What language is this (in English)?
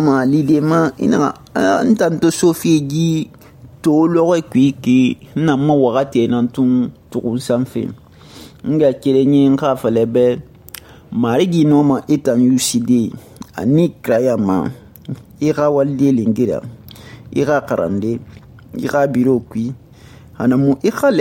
Susu